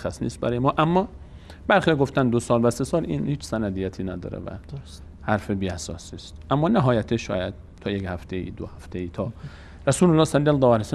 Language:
Persian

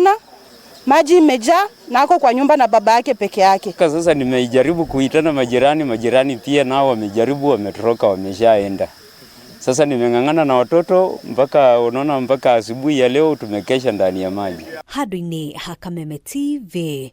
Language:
Kikuyu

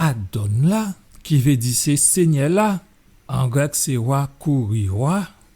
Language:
Guadeloupean Creole French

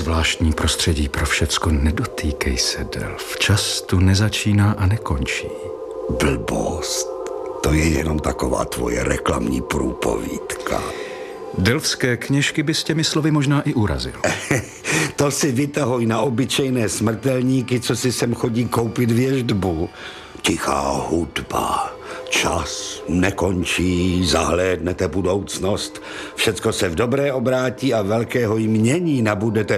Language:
Czech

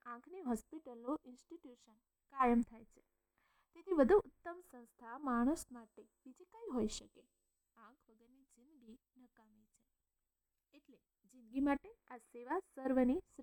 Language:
Gujarati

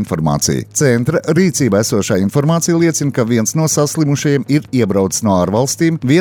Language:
Latvian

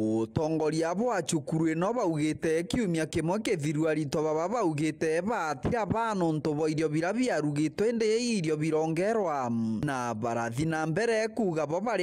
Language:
Meru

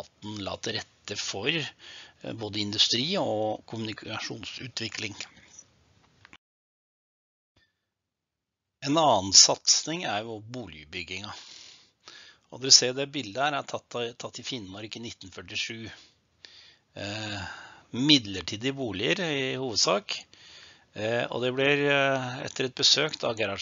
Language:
Norwegian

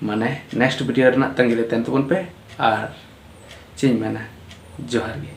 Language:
Santali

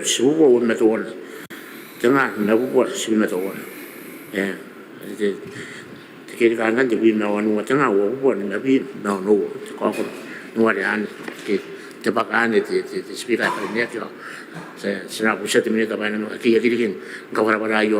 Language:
Gilbertese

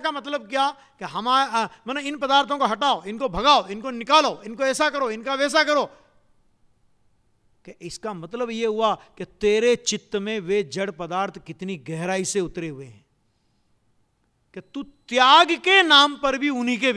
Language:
Hindi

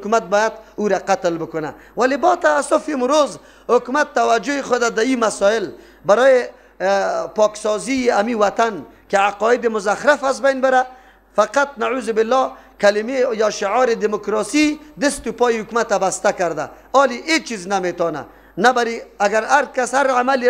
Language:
Persian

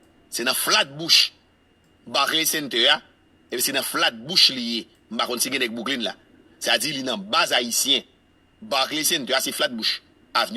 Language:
Haitian Creole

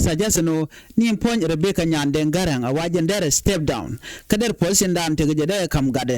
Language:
Nuer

